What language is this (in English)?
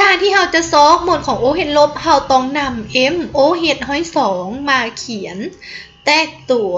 Lao